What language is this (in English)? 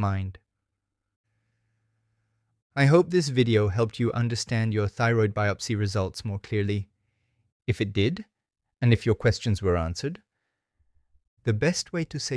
English